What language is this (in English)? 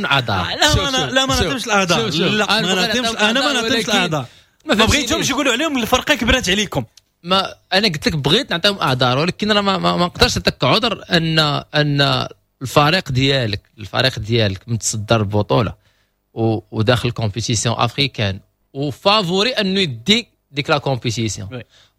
Moroccan Arabic